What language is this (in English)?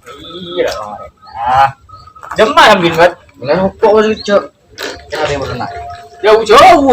Madurese